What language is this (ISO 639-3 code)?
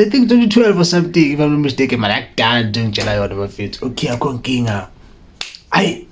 zul